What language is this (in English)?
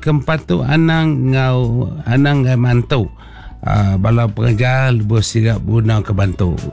Iban